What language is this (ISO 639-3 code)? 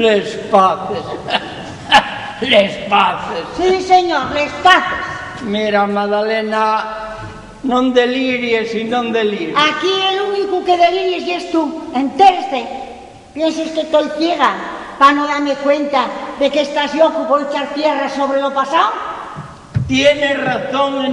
ast